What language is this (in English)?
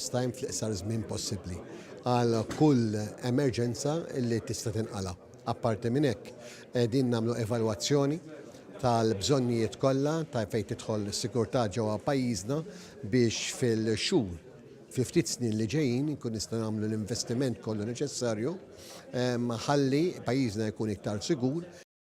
Maltese